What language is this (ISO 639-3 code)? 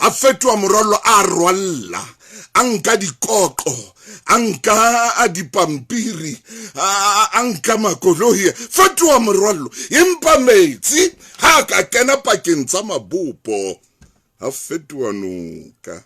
sot